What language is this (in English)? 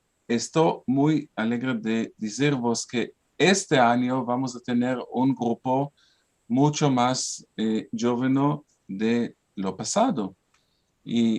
Ladino